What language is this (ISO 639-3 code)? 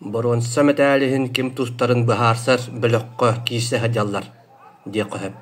sah